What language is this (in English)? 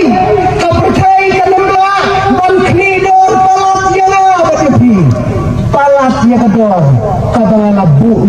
Khasi